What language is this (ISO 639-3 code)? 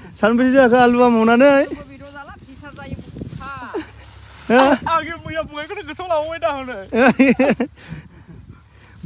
brx